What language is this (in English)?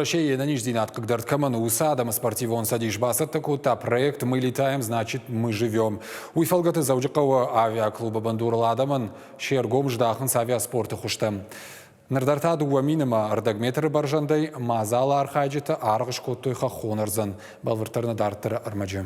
Ossetic